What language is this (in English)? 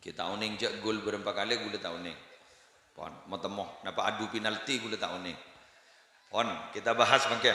Madurese